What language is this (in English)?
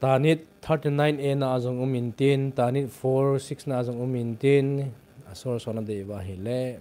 Thado Chin